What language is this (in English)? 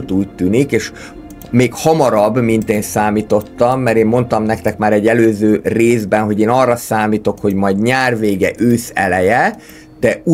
Hungarian